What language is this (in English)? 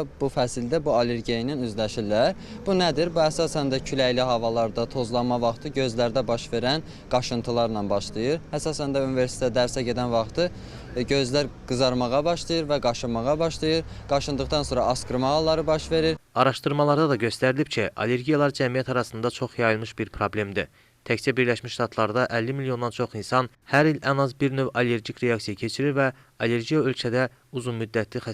Azerbaijani